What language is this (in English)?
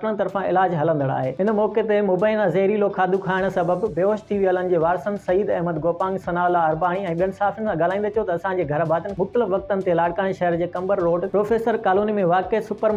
Sindhi